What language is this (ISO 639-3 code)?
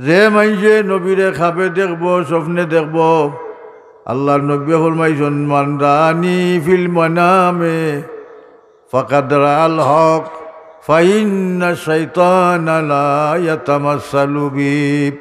syl